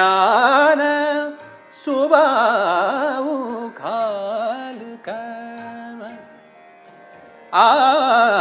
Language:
Marathi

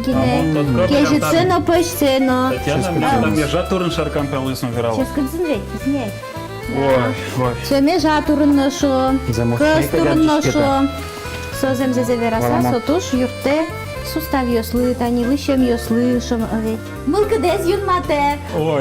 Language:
Udmurt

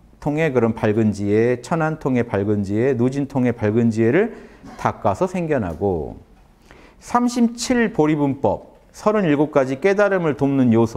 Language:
Korean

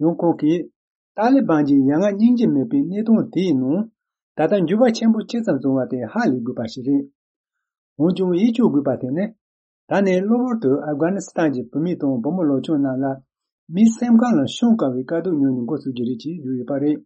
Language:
Tibetan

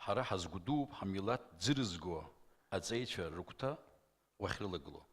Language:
Abkhazian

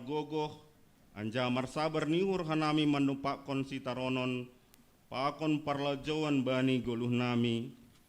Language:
Batak Simalungun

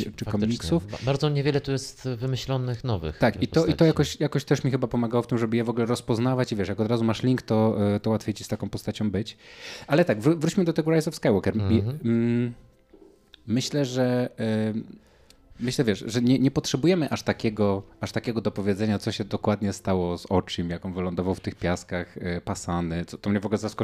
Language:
Polish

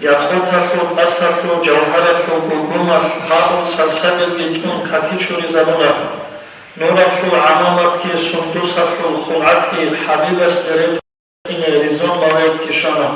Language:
Avaric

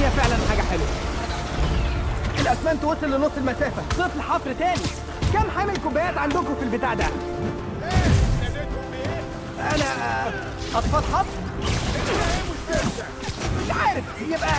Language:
Egyptian Arabic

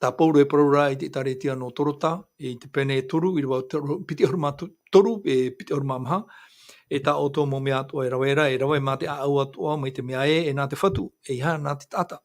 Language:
Tahitian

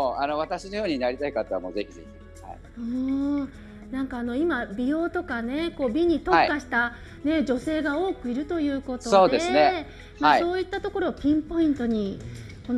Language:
Japanese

